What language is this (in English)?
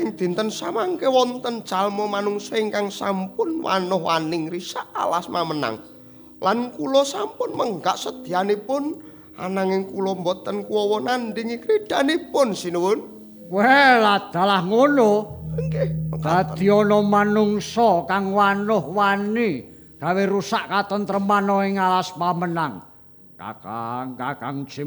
Javanese